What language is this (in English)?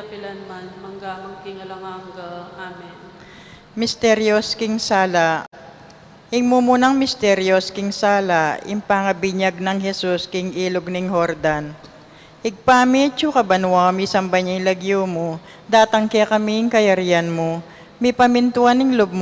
Pampanga